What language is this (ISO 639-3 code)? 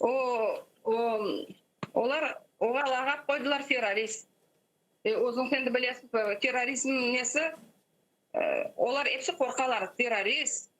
crh